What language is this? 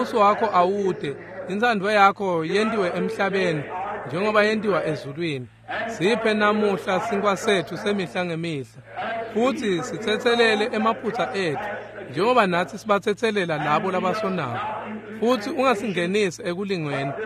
Swati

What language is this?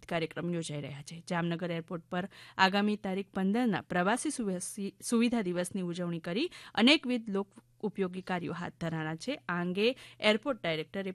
Gujarati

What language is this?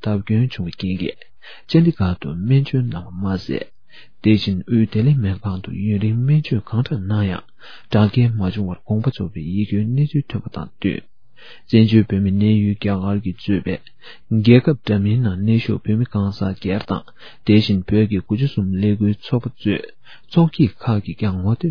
Tibetan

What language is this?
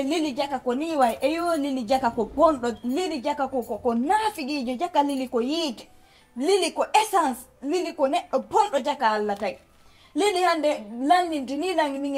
Fula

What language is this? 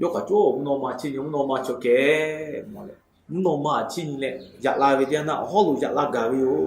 Lahu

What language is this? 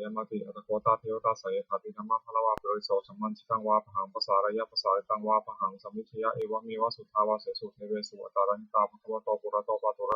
Pali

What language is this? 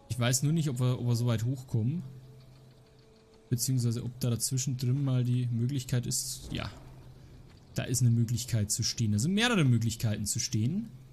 German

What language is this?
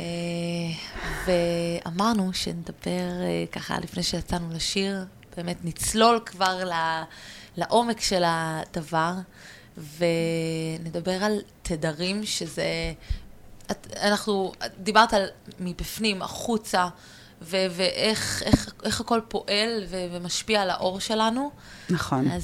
Hebrew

